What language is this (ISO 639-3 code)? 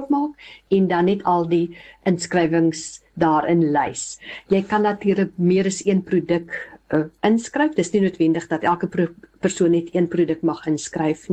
afr